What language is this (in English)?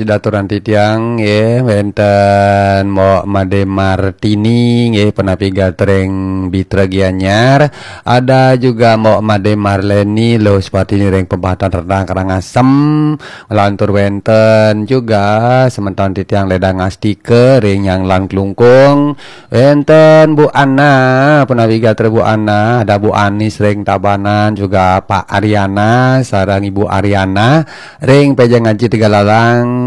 Balinese